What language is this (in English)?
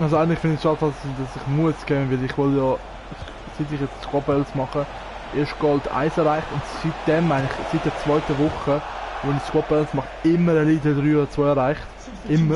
Swiss German